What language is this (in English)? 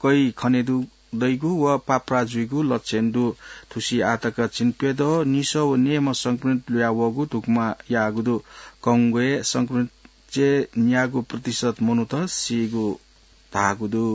Newari